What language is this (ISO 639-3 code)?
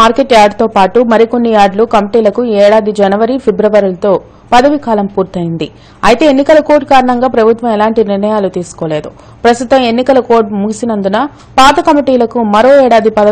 tel